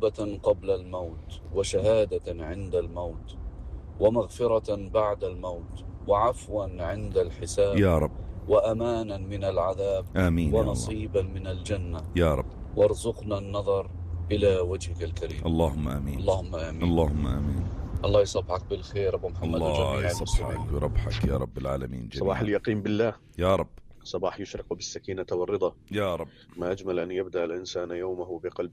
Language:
North Levantine Arabic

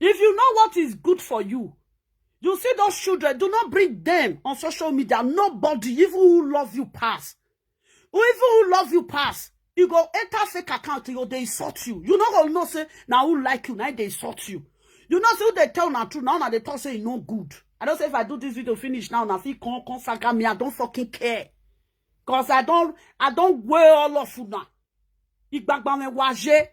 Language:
Nigerian Pidgin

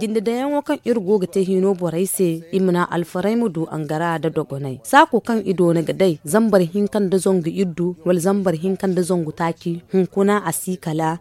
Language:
Zarma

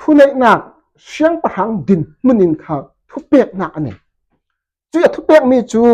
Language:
Falam Chin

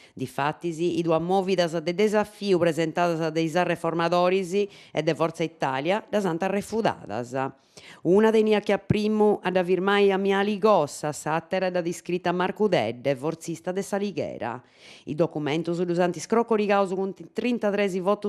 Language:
Sardinian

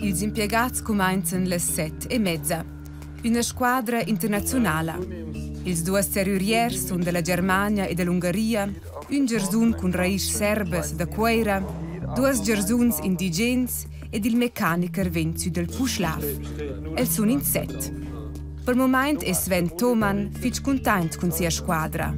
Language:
Romansh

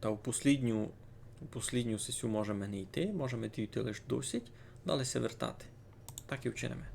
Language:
Rusyn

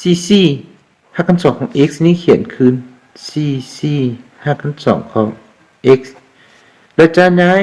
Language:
Lao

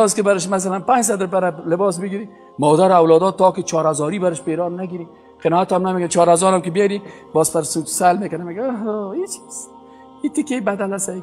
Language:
Persian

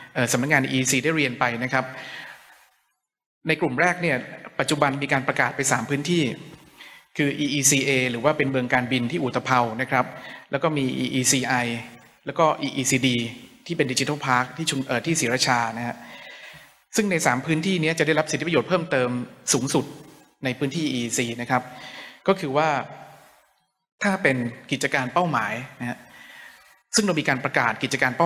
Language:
Thai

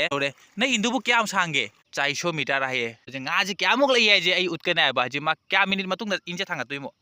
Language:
Manipuri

